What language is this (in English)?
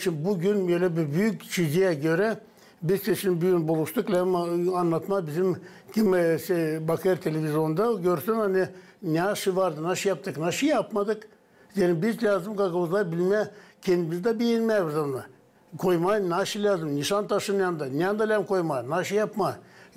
Gagauz